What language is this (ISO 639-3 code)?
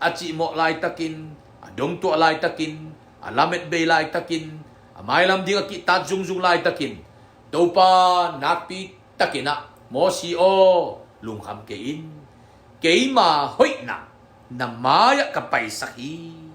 ctd